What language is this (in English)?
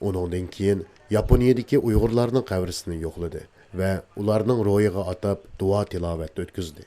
Uyghur